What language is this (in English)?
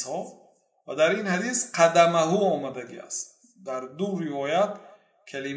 Persian